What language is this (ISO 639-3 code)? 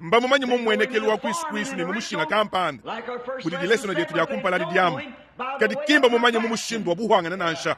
lua